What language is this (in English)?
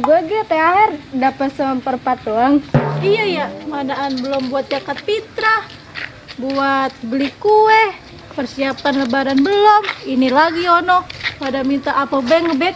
Betawi